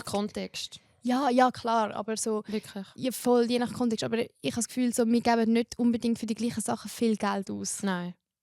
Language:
Swiss German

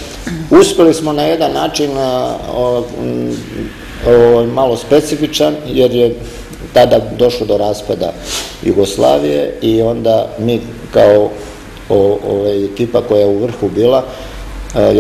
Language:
Serbian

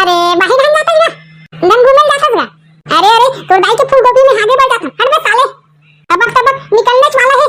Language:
Chhattisgarhi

